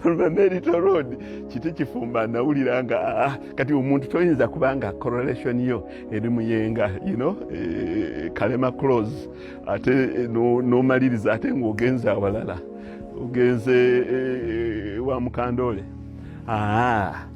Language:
Ganda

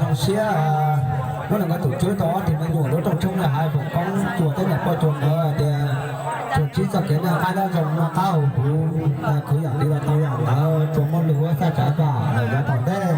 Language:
Hmong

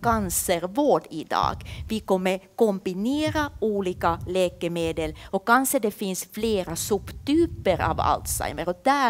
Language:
Swedish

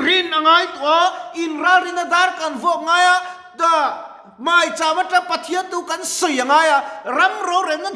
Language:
Mizo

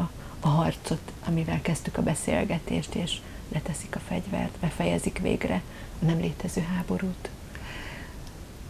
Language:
Hungarian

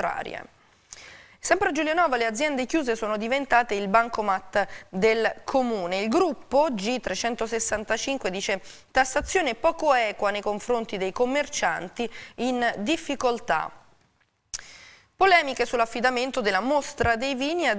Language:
Italian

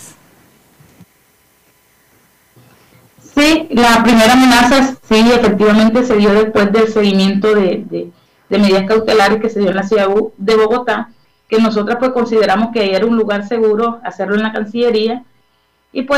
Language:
Spanish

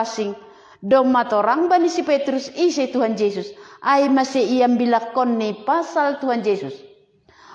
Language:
Batak Simalungun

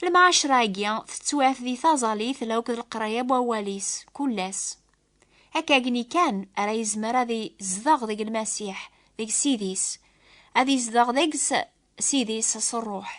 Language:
Kabyle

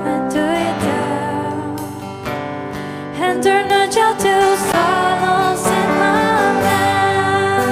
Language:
Faroese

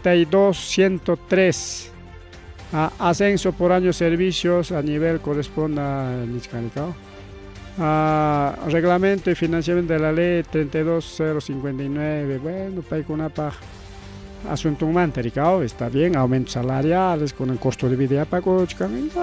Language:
Ayacucho Quechua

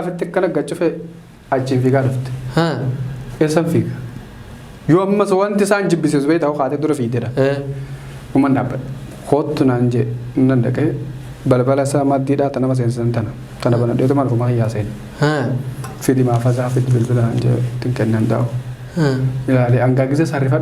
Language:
Oromo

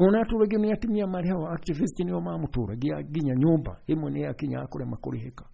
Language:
Kikuyu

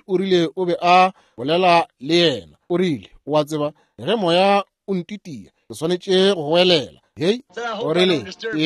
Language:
Northern Sotho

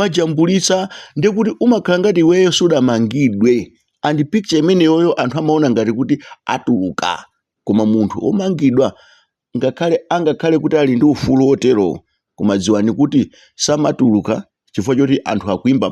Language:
Nyanja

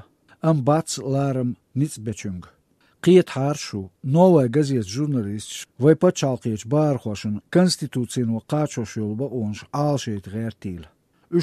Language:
Chechen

